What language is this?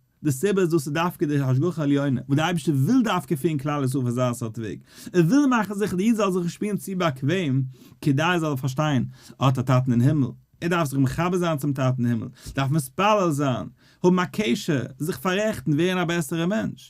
Yiddish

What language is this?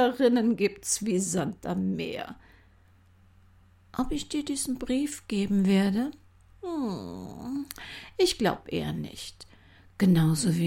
German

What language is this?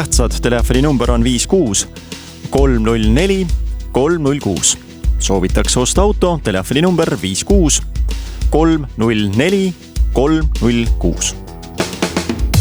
Estonian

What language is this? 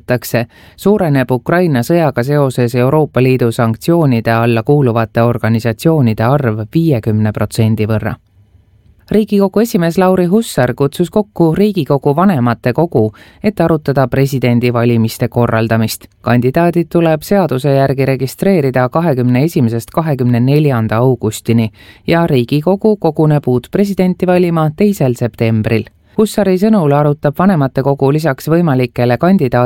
Estonian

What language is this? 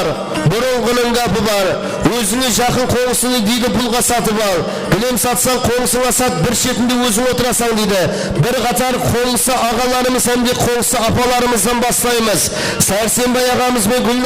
Kara-Kalpak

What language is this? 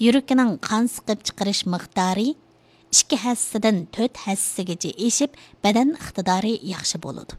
Uyghur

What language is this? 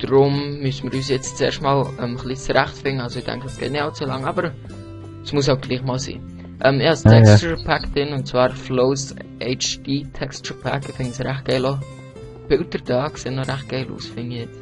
Swiss German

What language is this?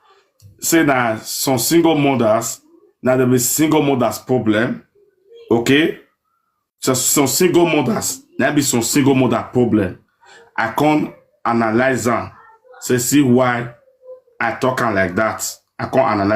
Nigerian Pidgin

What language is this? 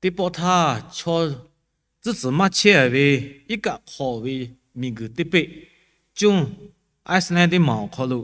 Lahu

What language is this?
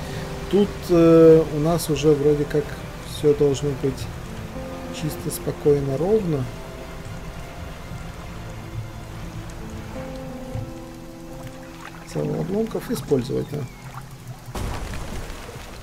Russian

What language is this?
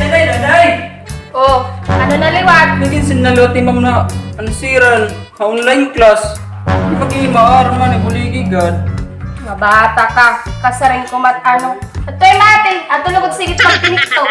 Waray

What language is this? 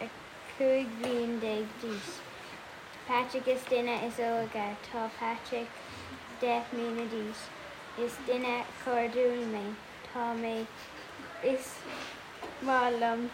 Irish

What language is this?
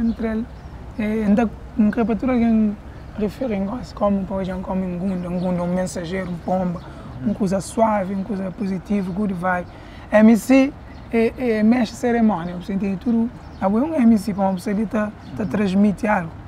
Kabuverdianu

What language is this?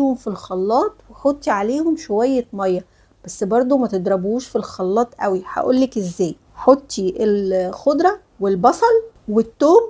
Egyptian Arabic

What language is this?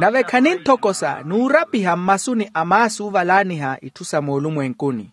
Makhuwa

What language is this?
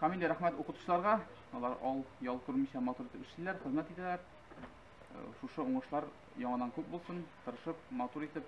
Tatar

